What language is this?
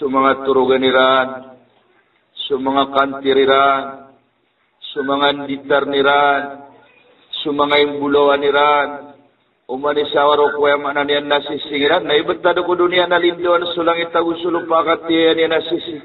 Maranao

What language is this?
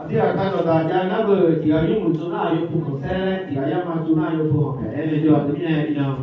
Akha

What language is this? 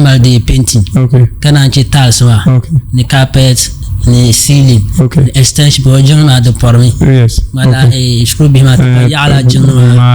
Dagbani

